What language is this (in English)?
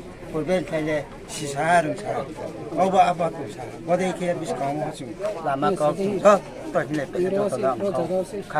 Riang (India)